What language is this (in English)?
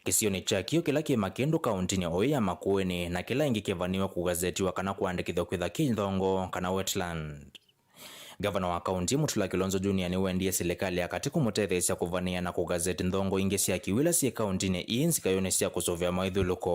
Kamba